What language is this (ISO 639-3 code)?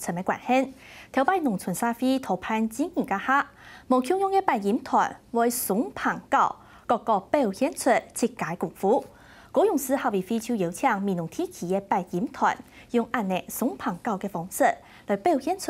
hak